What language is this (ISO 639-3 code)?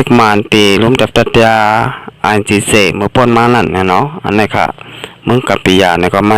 shn